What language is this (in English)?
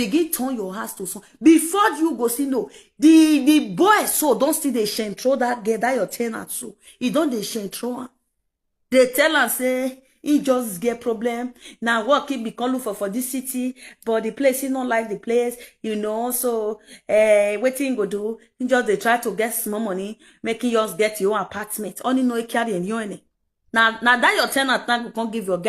Nigerian Pidgin